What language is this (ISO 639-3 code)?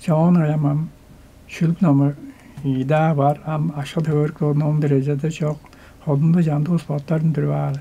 tyv